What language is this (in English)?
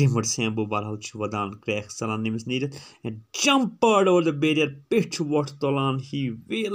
Kashmiri